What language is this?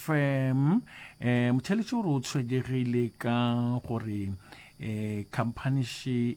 Northern Sotho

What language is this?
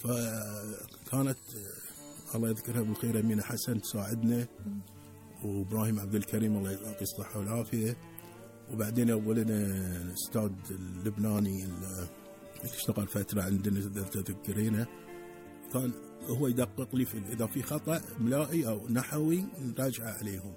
Gulf Arabic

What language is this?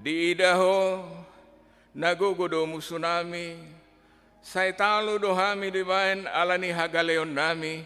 Batak Toba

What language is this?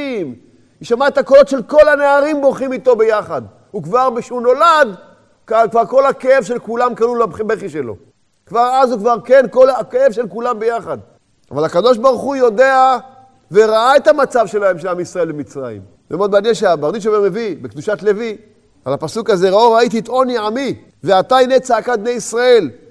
Hebrew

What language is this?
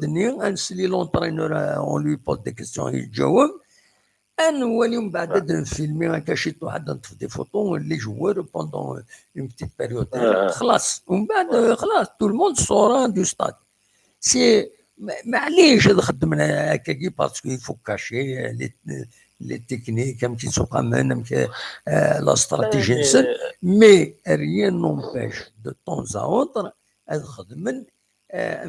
Kabyle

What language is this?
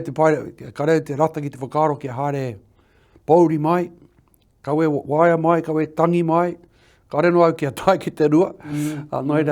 Māori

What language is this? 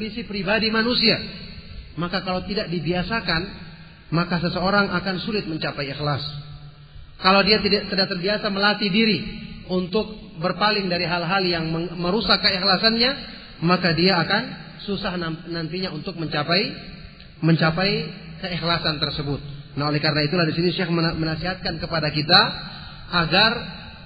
Indonesian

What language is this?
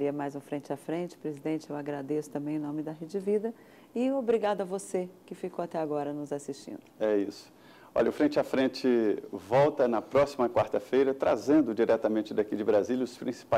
Portuguese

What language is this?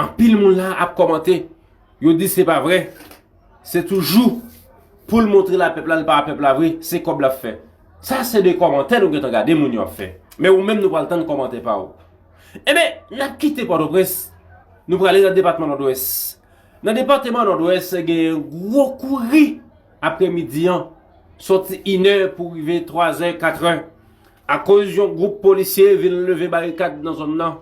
Haitian Creole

